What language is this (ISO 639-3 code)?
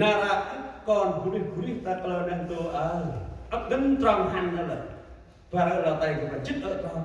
cmo